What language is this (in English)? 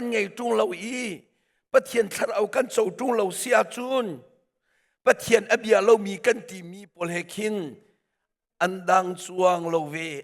Hakha Chin